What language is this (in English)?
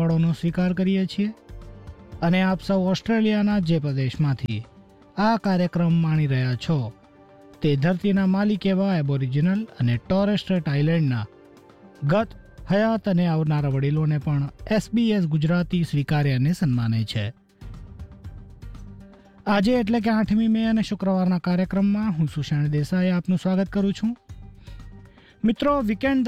Gujarati